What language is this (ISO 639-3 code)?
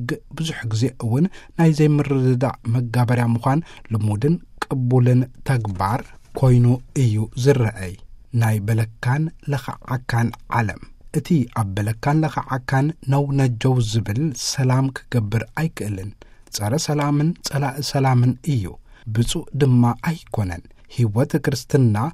tir